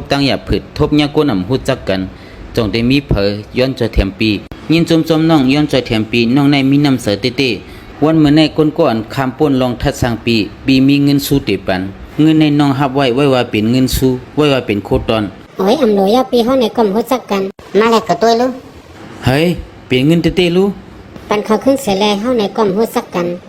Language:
Shan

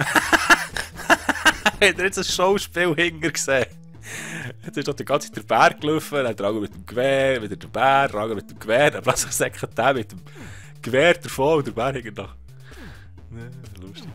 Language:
Swiss German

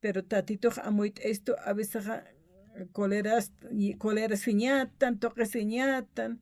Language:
Aymara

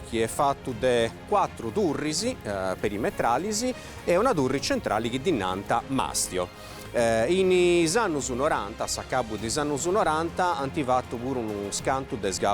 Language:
Sardinian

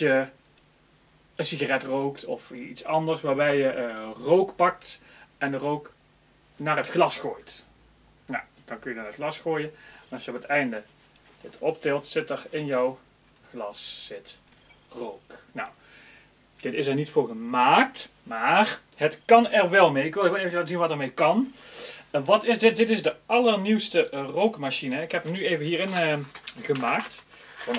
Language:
Dutch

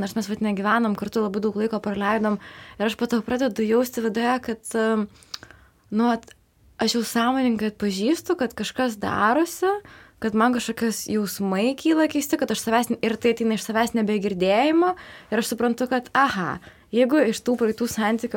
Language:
Lithuanian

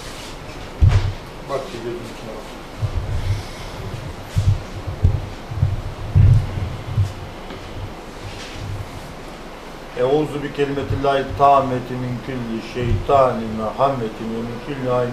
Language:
Turkish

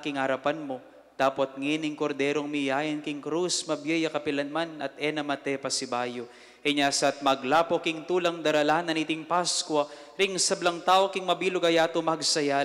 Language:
Pampanga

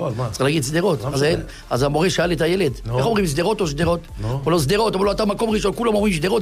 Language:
Hebrew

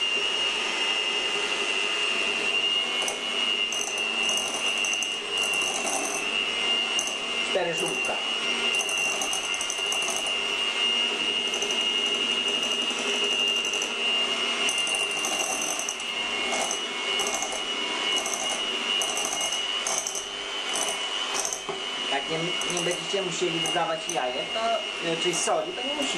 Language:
Polish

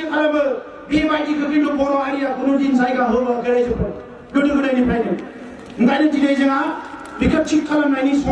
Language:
Bodo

